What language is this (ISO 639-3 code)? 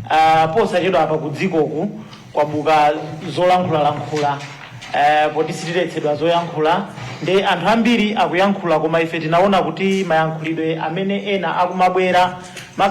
nya